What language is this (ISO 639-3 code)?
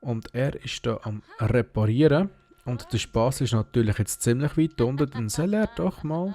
gsw